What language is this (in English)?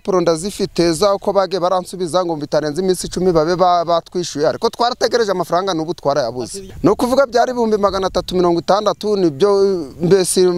Kinyarwanda